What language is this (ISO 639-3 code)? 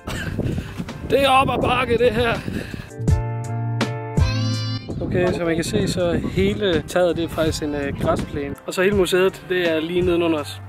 dan